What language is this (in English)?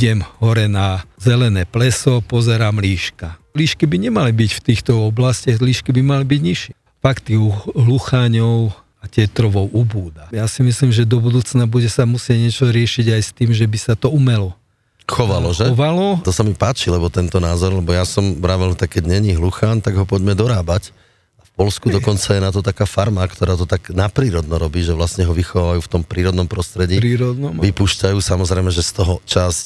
Slovak